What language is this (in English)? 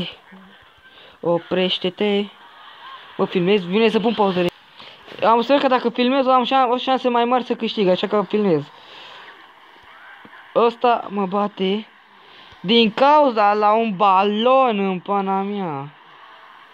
Romanian